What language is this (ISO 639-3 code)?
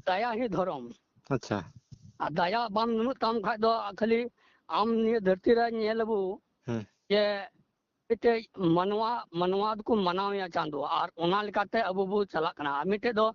sat